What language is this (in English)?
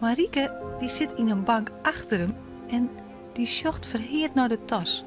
Western Frisian